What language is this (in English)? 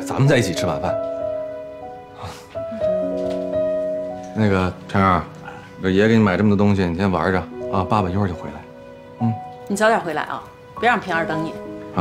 Chinese